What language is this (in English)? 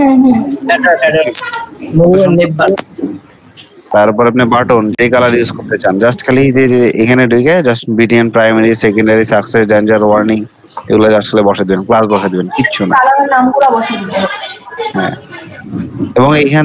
Bangla